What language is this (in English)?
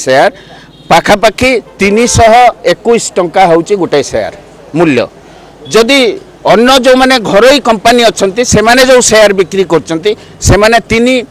Odia